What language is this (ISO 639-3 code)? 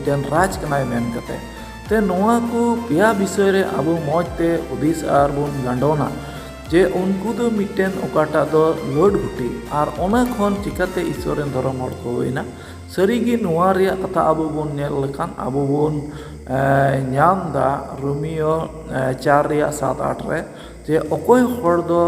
sat